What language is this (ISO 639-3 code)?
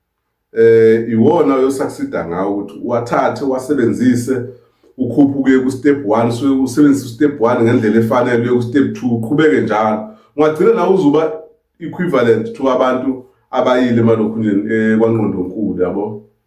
zul